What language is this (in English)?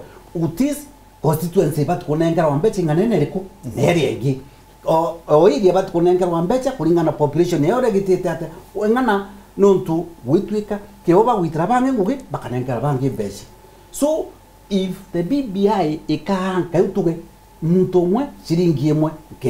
Meru